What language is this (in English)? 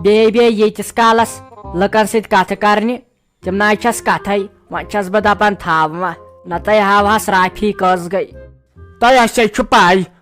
Kashmiri